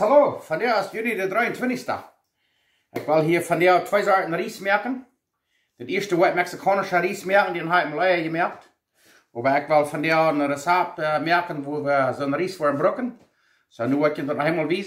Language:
Plautdietsch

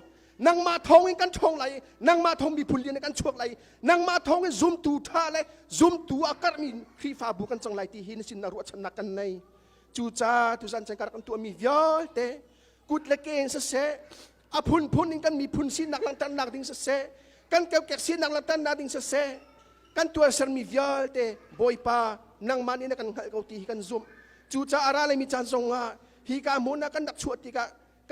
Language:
Hakha Chin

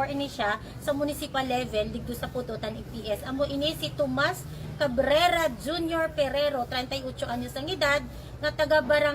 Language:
Hiligaynon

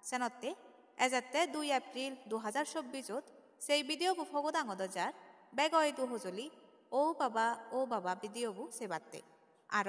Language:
Chakma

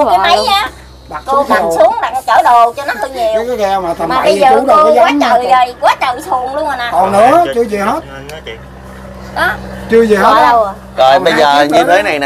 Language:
Vietnamese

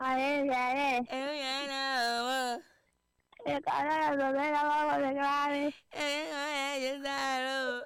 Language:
Tsonga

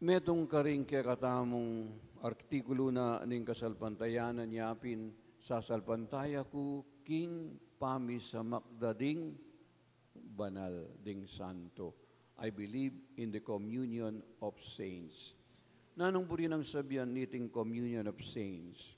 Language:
Pampanga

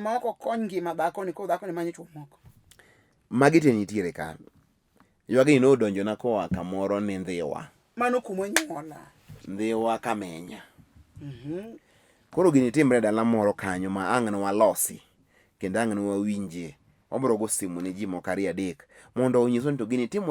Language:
Luo (Kenya and Tanzania)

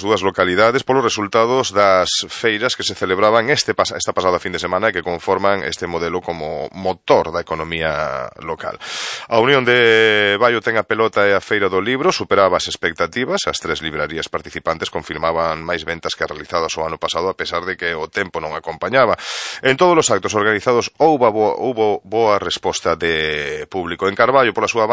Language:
Galician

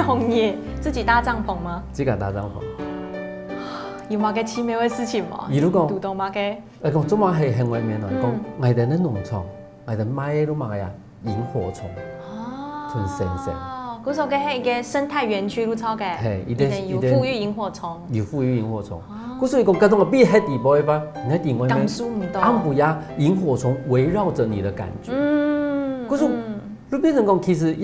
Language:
Hakka Chinese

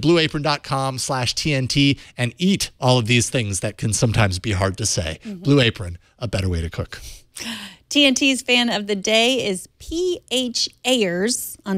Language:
English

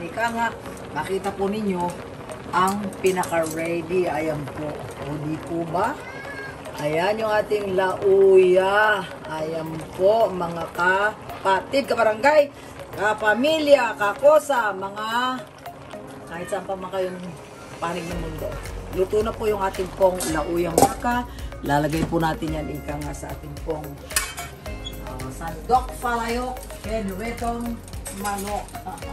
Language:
Filipino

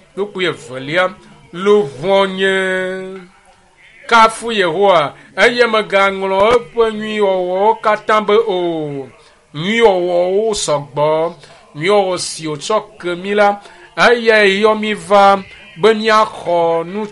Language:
Ewe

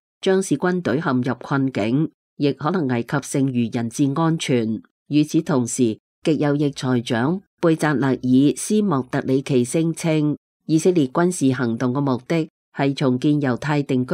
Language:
Cantonese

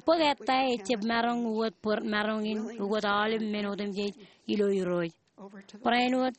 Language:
Marshallese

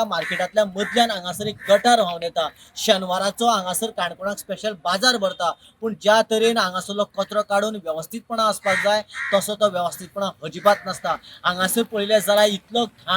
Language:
Konkani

